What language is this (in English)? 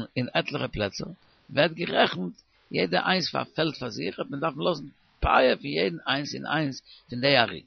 Yiddish